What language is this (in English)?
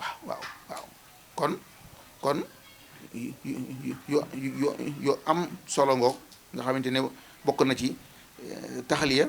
Wolof